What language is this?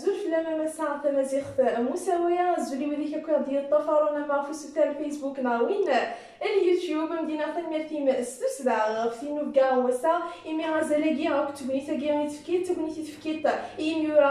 Kabyle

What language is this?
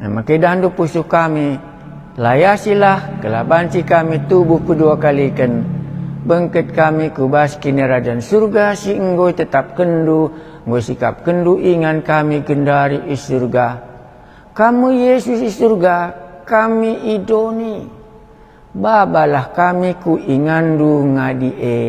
Batak Karo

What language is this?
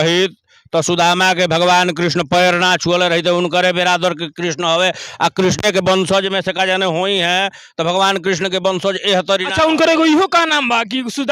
Bhojpuri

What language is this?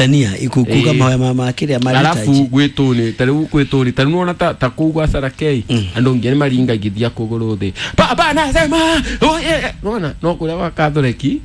Kikuyu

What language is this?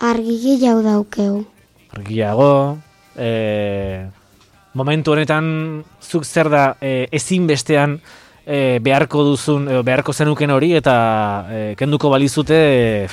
Basque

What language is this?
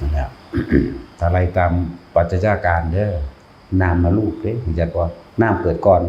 Northeastern Thai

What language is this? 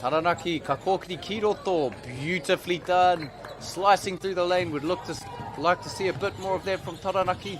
Māori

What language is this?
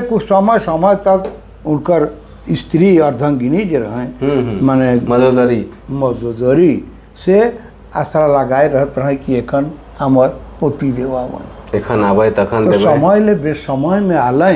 Sadri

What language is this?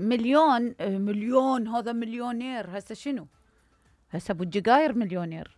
Mesopotamian Arabic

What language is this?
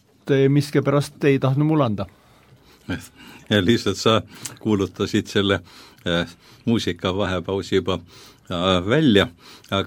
Estonian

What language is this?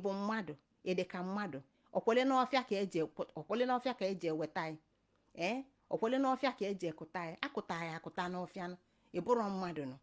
Igbo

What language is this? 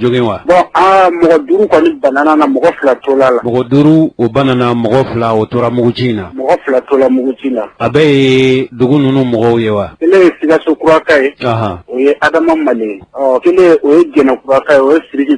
Bambara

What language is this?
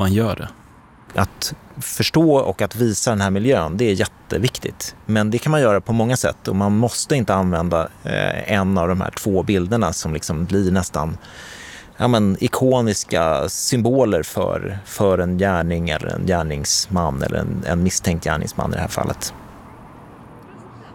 Swedish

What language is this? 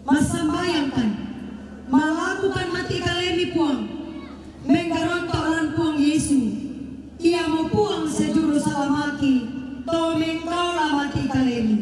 Toraja-Sa'dan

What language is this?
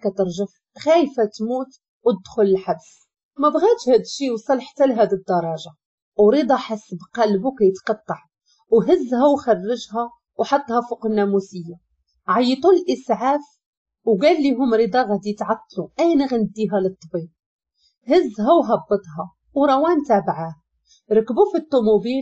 Moroccan Arabic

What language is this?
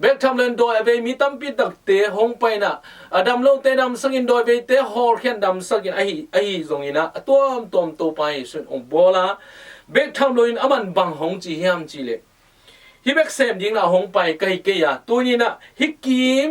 Tedim Chin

